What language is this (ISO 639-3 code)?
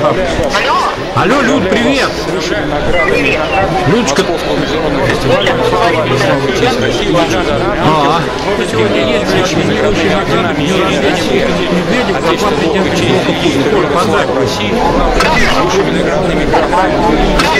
rus